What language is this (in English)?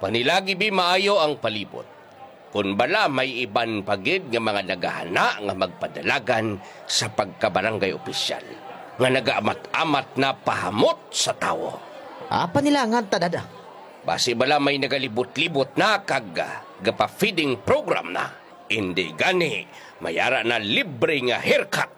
Hiligaynon